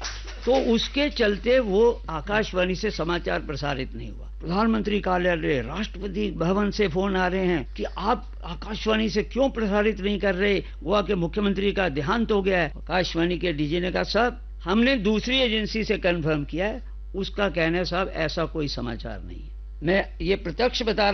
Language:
Hindi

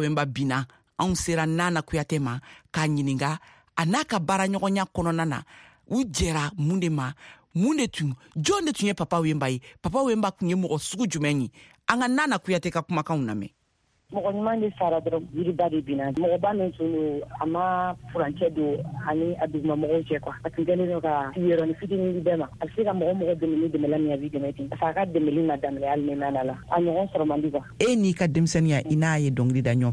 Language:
Bambara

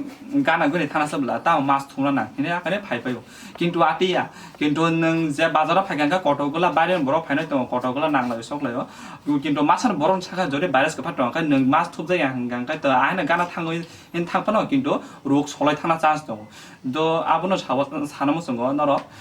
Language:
Kok Borok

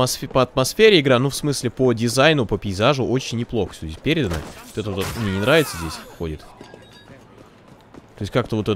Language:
Russian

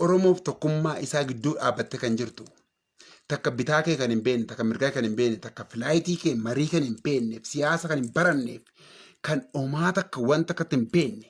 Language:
Oromo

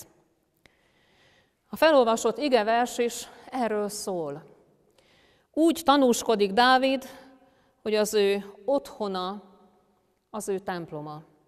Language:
Hungarian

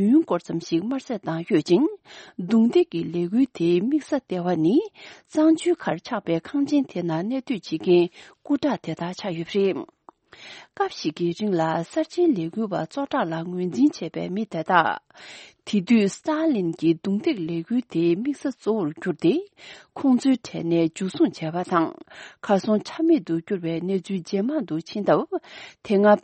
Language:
Tibetan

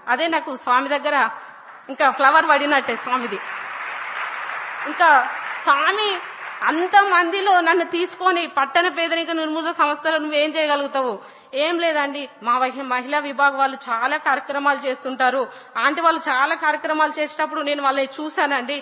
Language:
Telugu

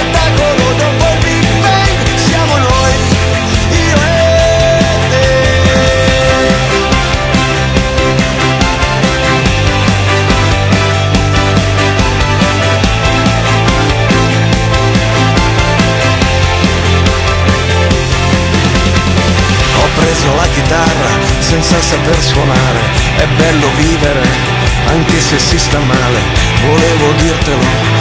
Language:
Italian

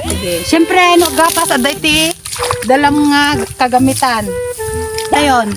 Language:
Iloko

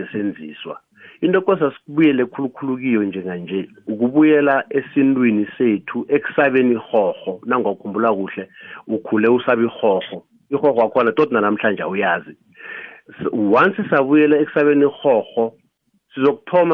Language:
South Ndebele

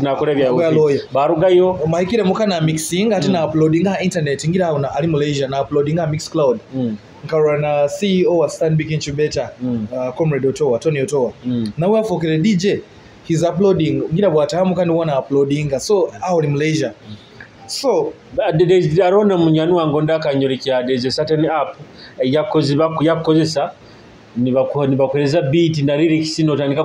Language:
Nyoro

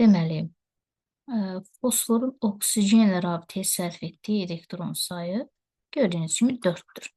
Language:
Azerbaijani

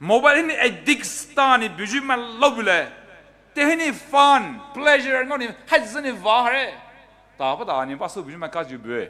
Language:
Poumei Naga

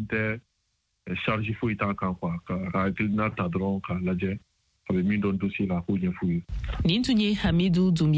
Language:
Bambara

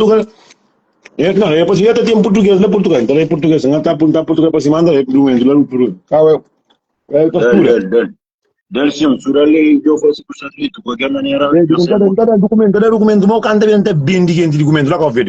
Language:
Kabuverdianu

